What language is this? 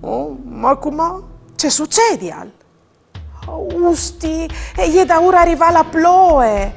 Friulian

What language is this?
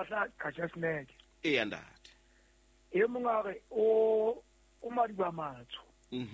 Southern Sotho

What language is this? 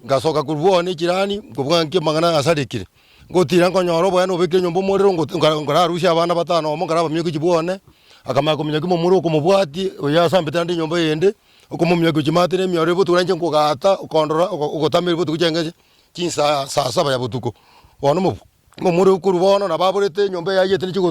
Gusii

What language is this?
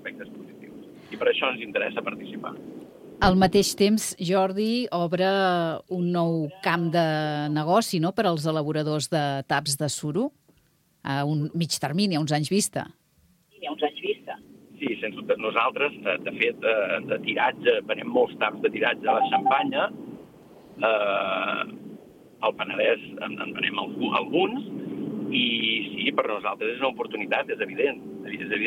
Catalan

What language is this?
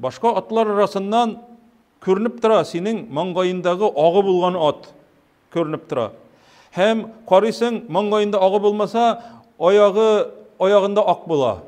Tatar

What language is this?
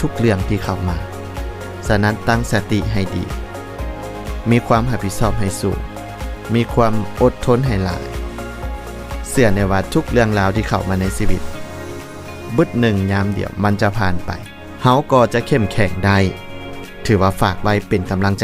Lao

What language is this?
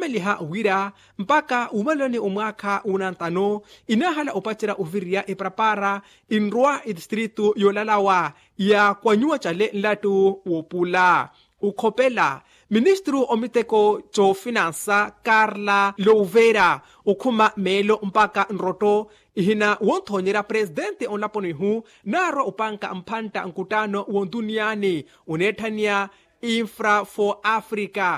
Makhuwa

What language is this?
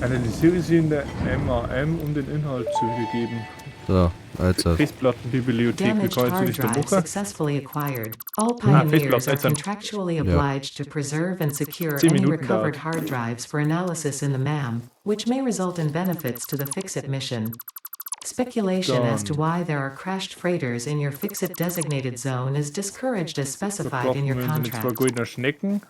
Bavarian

